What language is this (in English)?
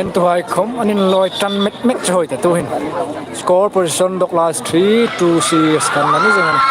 Hmar